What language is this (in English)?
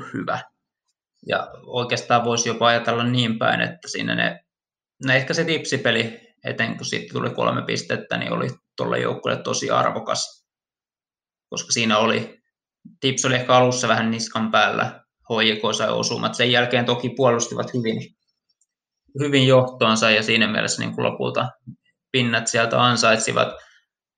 Finnish